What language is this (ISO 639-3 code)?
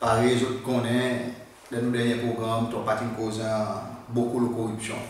crs